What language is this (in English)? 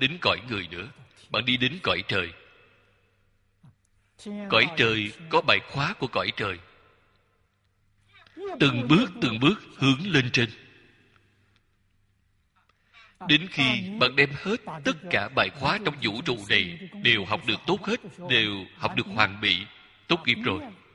Vietnamese